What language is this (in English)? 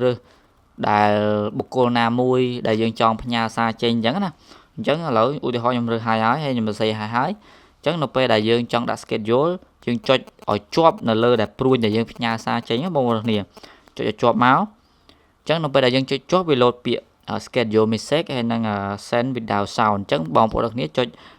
Khmer